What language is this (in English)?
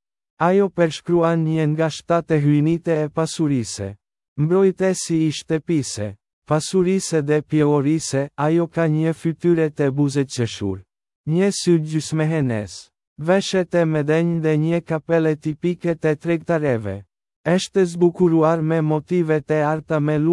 Albanian